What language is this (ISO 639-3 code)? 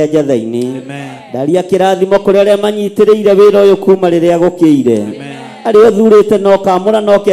kik